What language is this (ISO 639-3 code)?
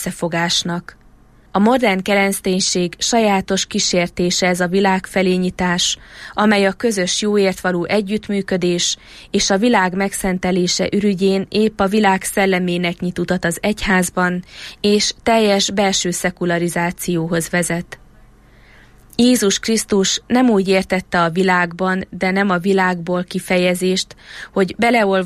hun